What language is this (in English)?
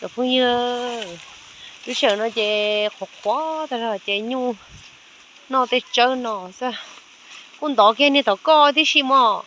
Hmong